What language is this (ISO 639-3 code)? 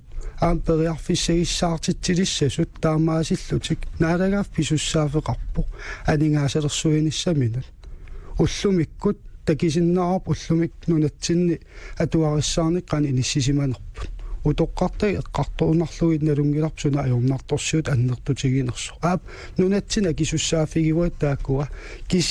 kal